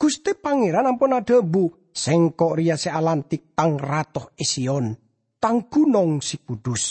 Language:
Madurese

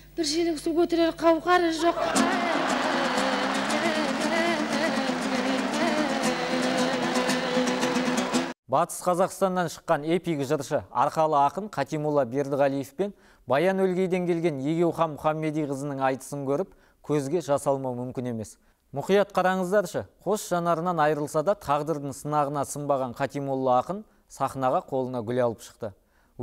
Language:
Kazakh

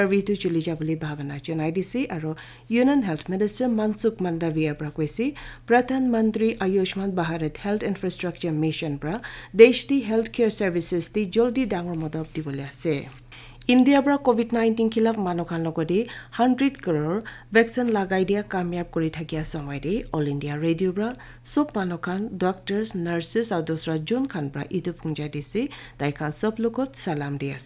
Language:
Naga Pidgin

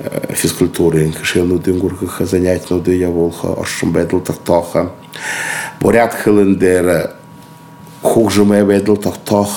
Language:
Buriat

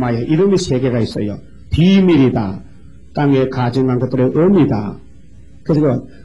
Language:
Korean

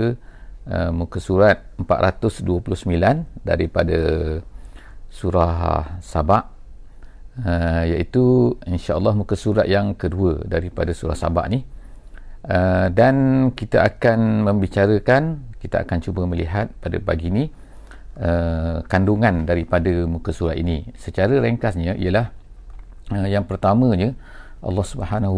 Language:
Malay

